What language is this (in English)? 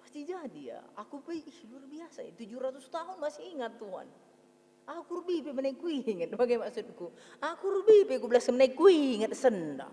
Batak Karo